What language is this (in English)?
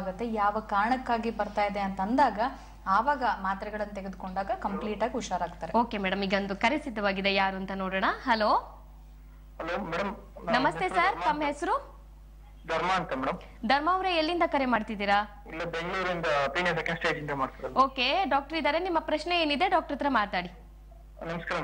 Kannada